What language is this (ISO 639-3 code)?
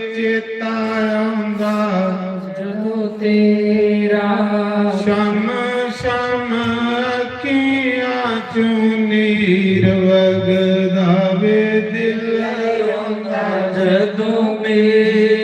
doi